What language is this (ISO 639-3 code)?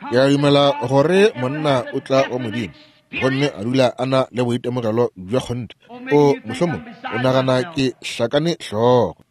nso